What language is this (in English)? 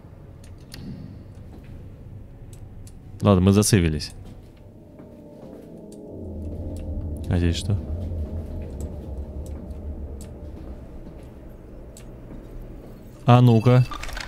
Russian